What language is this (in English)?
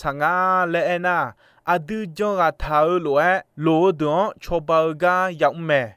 Akha